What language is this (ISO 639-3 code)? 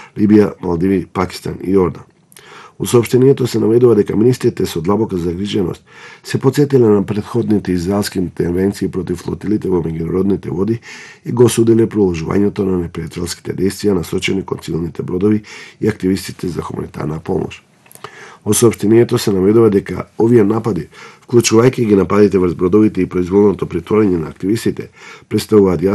mkd